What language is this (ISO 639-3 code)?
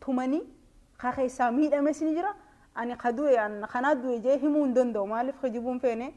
orm